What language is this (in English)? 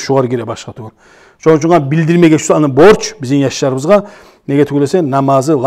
Kumyk